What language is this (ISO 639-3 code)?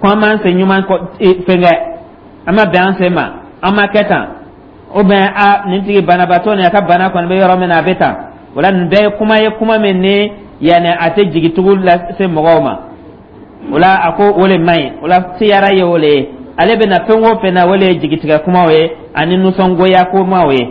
dyu